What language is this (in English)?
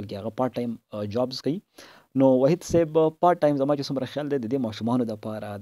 Pashto